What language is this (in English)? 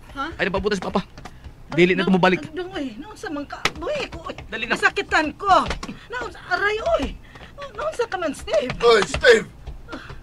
Cebuano